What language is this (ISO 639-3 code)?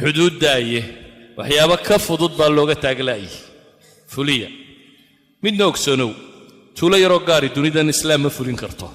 som